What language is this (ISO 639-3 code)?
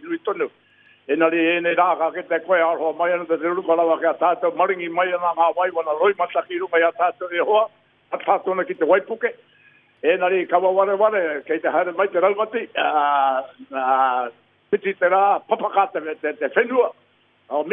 mri